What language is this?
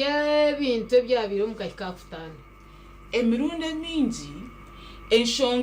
Nyankole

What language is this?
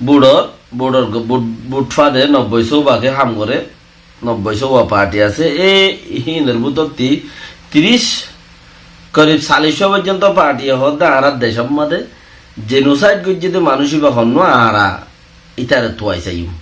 Rohingya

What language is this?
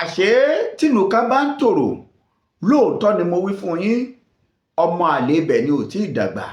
Yoruba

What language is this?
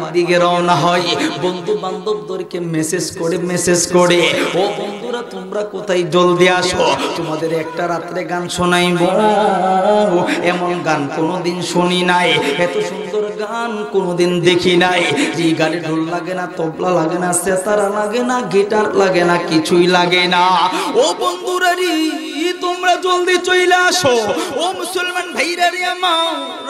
Bangla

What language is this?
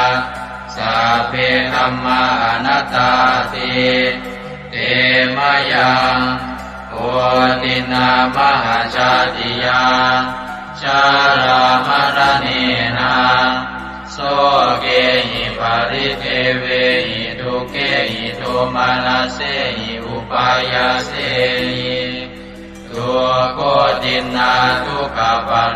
Pali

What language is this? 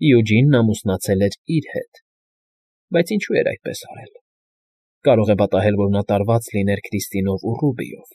Armenian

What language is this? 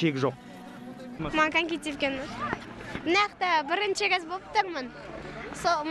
Kazakh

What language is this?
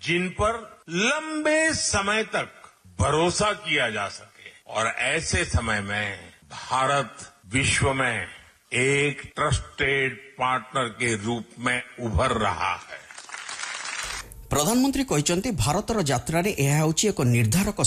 Odia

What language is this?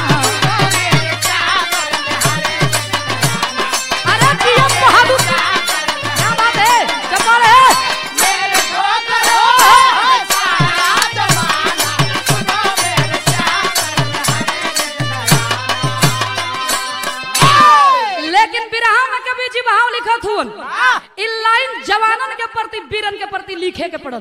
Bhojpuri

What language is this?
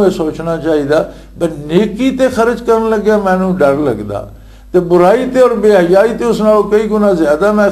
Western Panjabi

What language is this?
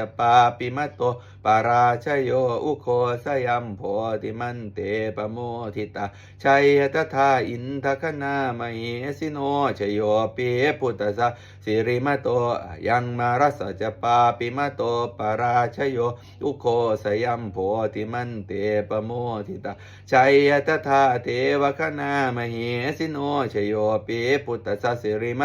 Pali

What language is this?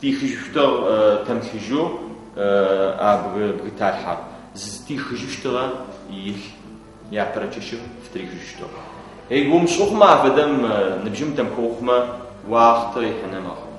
Adyghe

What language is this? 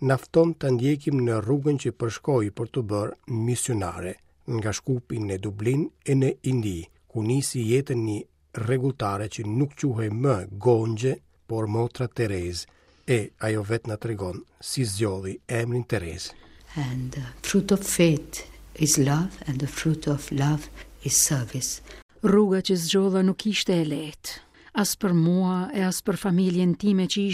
Albanian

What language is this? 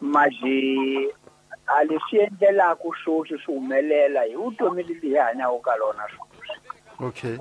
Tsonga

